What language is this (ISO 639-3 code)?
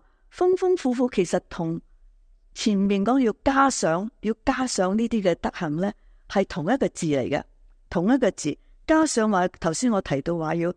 yue